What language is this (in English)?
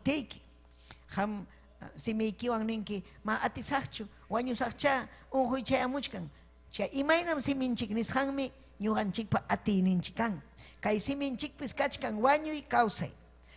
Ayacucho Quechua